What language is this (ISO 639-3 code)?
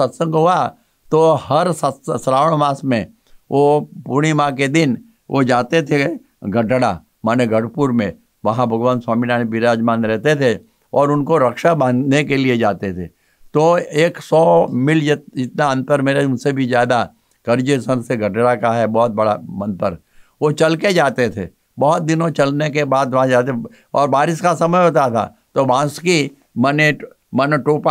hin